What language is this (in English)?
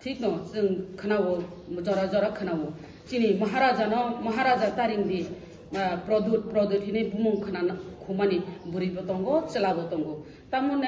Kok Borok